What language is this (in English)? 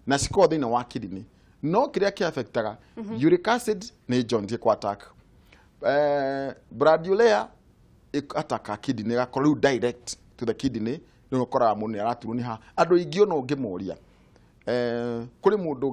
Kikuyu